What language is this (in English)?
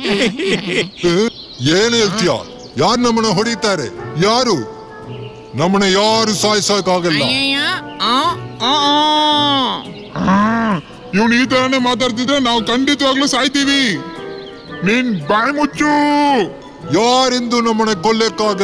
Kannada